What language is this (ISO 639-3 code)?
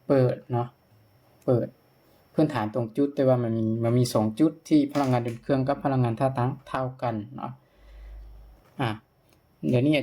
lao